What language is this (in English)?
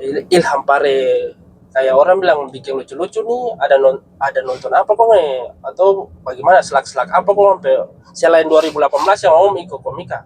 Ambonese Malay